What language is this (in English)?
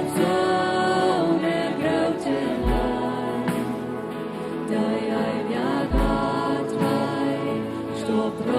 Plautdietsch